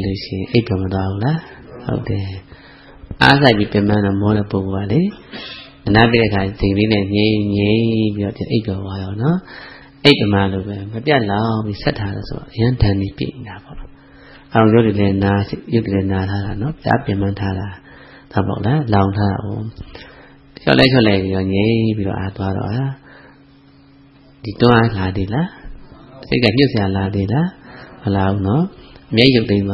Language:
Burmese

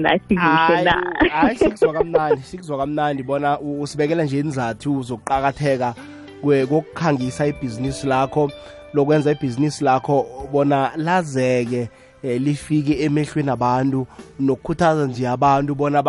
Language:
South Ndebele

